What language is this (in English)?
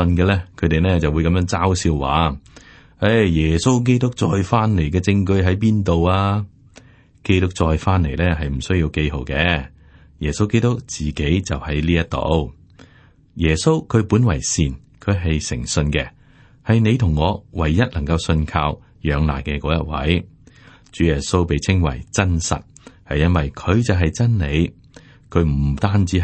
Cantonese